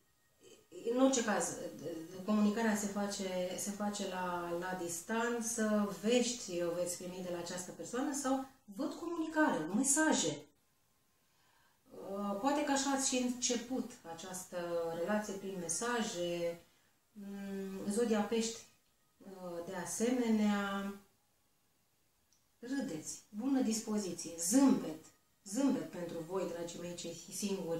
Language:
Romanian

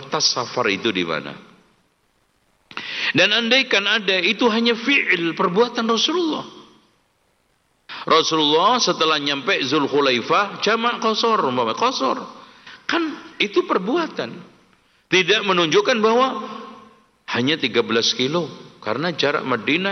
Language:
Indonesian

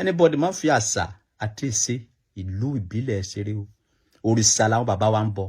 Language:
Yoruba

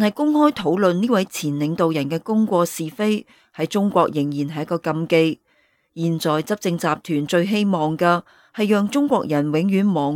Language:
Cantonese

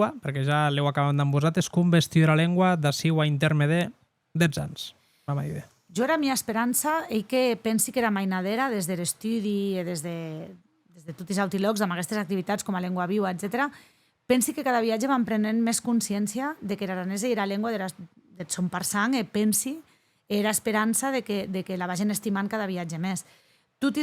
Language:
Occitan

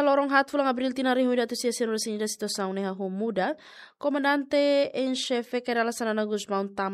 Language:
Tetum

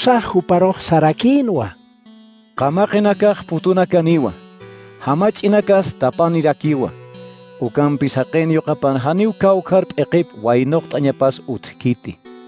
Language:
Aymara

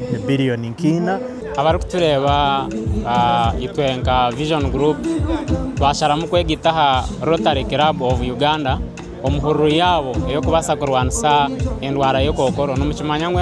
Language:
Nyankole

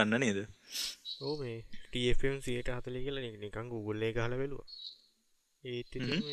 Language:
Sinhala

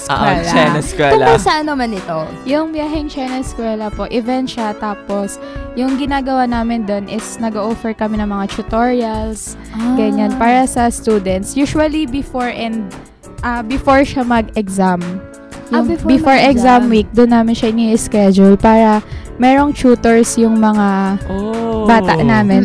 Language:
Filipino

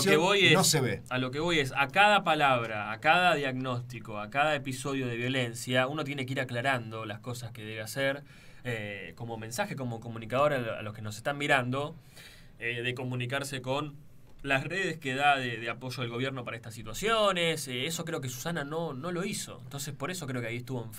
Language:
Spanish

